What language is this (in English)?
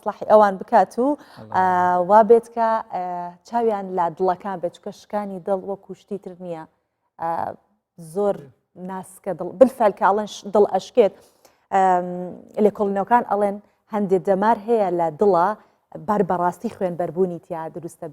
Central Kurdish